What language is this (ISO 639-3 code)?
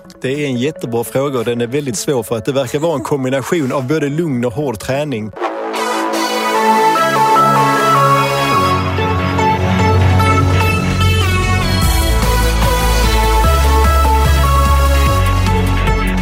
swe